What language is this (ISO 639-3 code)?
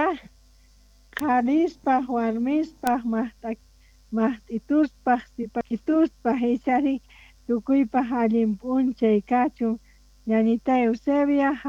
quh